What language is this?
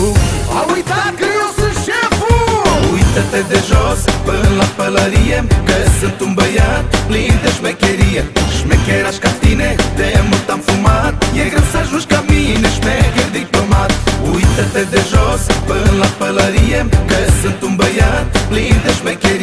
Romanian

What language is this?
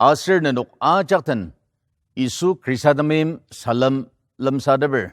Ao Naga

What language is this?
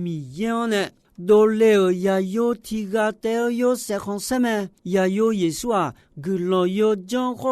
Akha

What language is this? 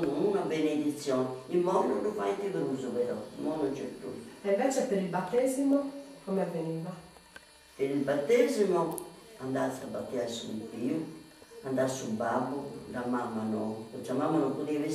Sardinian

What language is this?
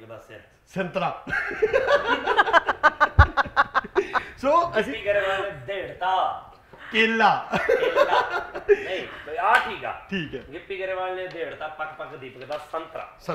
Punjabi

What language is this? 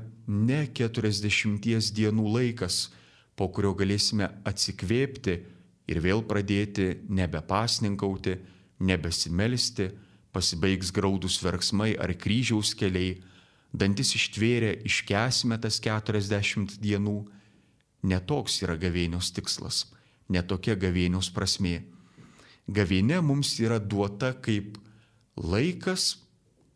Lithuanian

